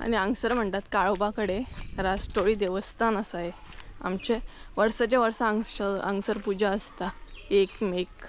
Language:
Konkani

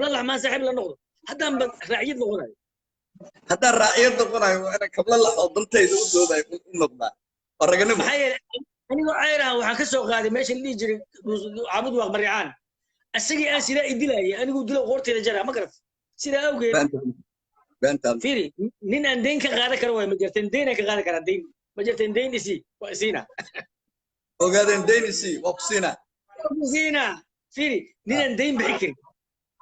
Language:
Somali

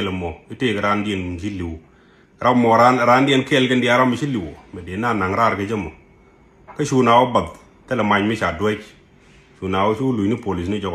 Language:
Nuer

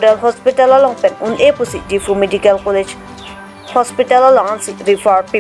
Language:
Karbi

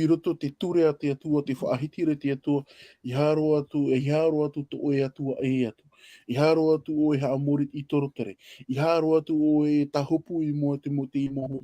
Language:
Tahitian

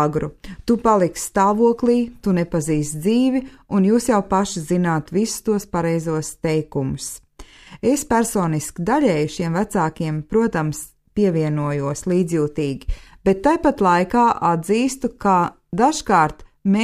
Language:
Latvian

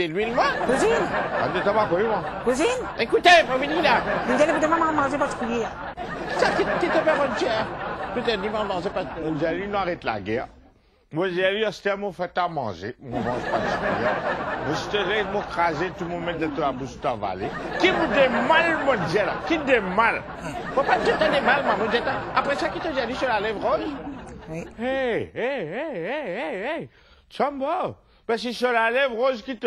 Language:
Morisyen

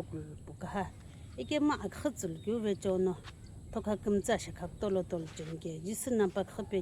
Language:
Sumi Naga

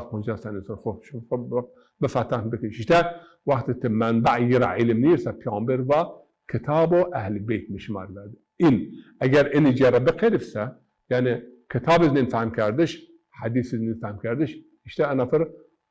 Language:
Zaza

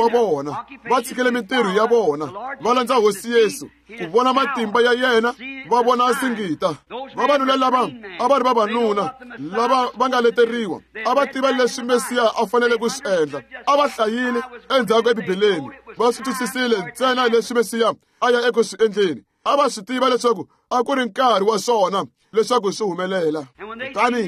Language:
Tsonga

